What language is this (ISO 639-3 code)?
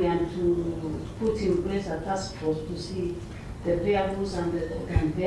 mer